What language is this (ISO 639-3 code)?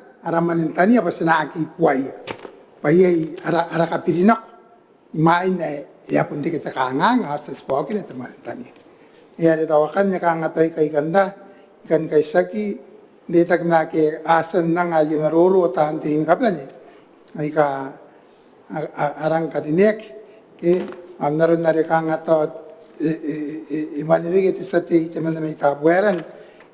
gil